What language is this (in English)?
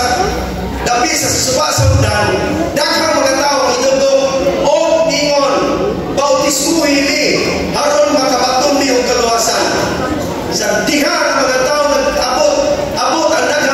Cebuano